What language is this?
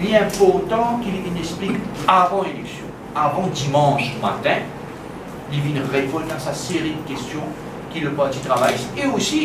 Morisyen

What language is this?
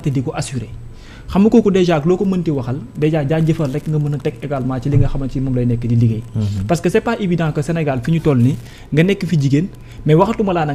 Wolof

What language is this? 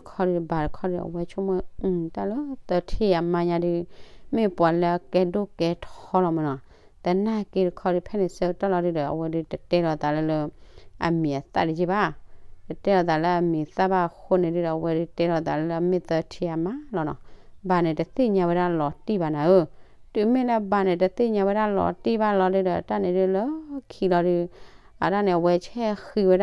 S'gaw Karen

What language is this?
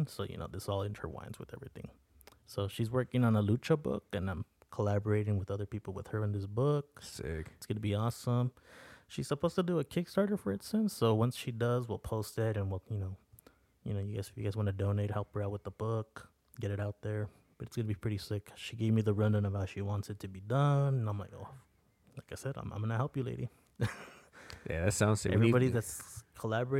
English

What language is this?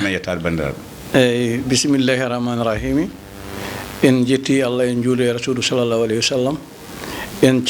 Fula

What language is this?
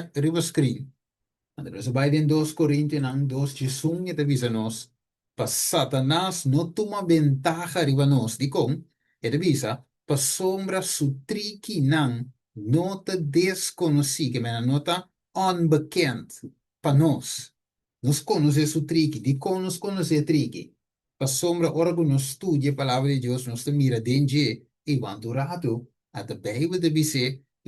Papiamento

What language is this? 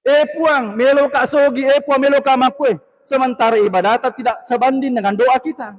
Buginese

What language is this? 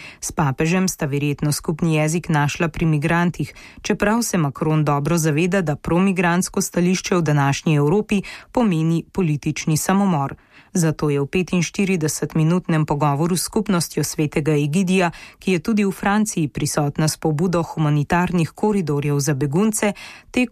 Slovenian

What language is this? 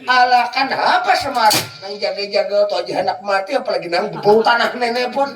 Banjar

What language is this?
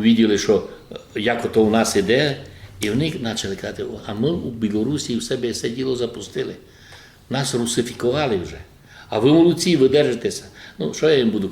Rusyn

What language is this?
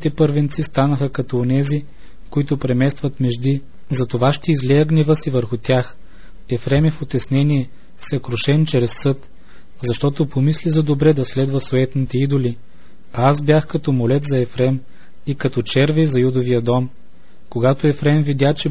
Bulgarian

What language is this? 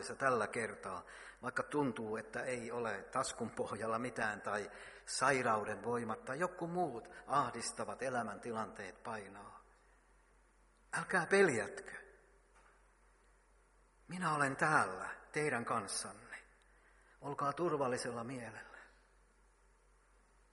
Finnish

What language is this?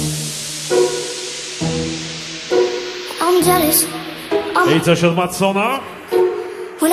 Polish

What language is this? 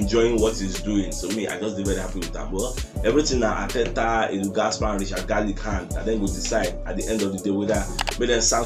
Nigerian Pidgin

